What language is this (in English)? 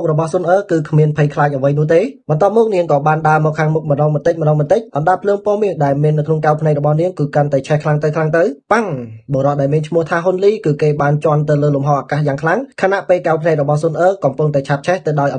Khmer